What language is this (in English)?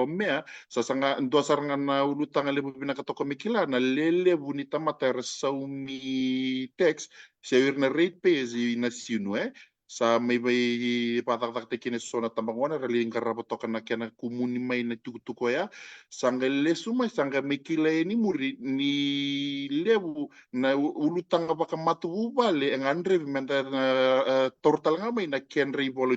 Fijian